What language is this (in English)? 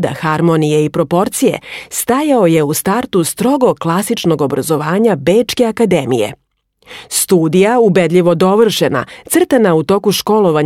Serbian